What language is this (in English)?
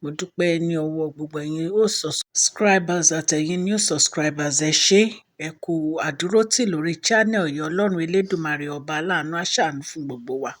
Yoruba